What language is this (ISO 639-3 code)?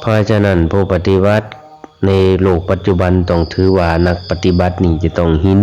lao